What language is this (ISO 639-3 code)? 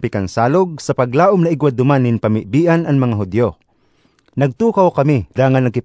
bik